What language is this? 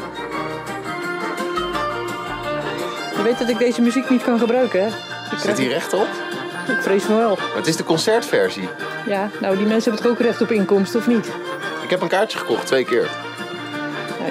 Dutch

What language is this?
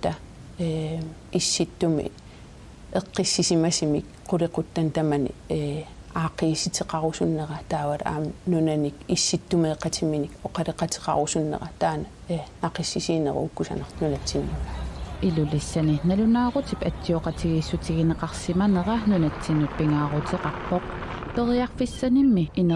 Kalaallisut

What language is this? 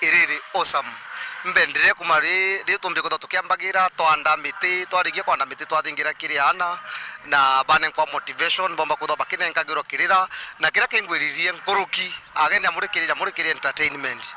Meru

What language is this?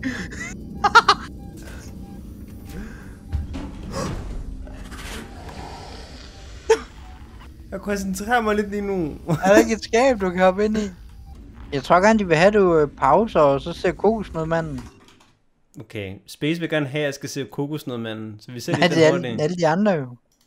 Danish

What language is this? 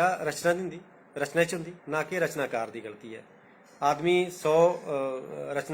Dogri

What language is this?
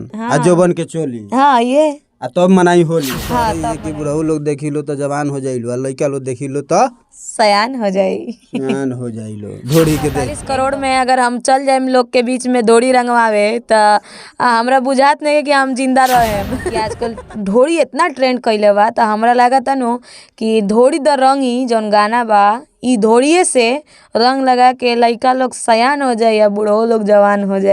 Bhojpuri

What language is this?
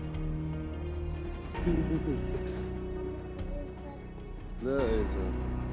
South Levantine Arabic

